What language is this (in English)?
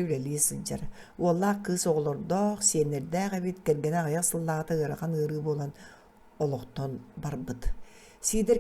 Yakut